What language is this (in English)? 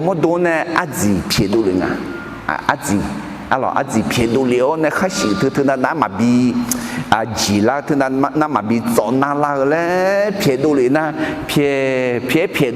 Akha